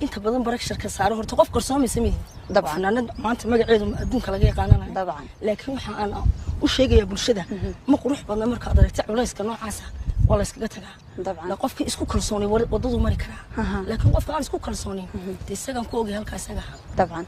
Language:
Somali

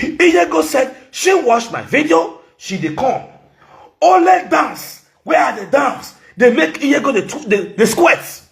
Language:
Nigerian Pidgin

